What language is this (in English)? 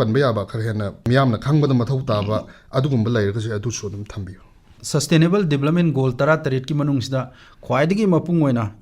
Manipuri